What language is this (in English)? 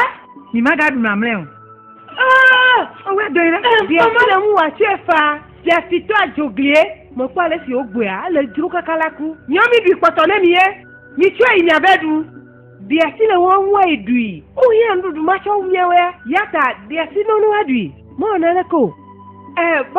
Ewe